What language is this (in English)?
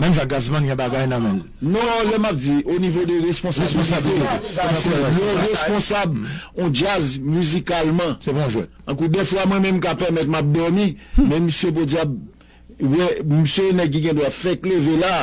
Haitian Creole